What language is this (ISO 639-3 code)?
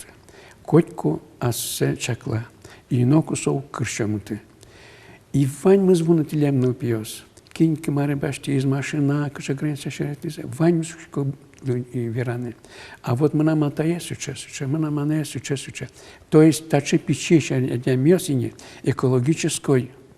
udm